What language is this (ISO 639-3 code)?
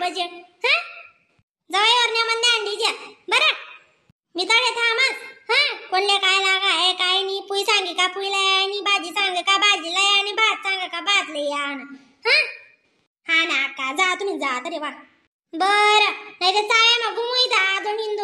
khn